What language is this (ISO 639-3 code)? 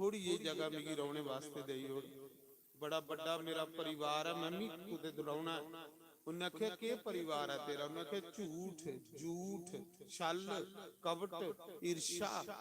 doi